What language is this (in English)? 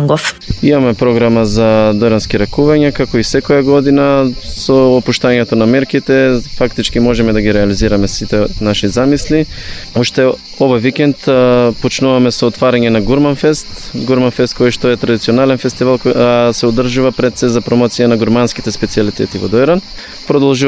Macedonian